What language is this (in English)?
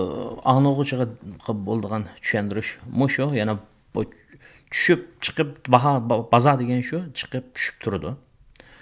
Uyghur